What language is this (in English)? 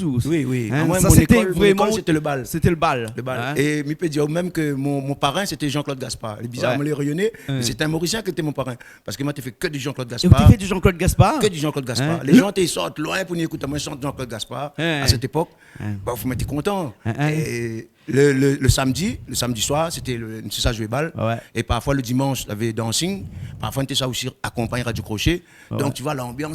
Réunion Creole French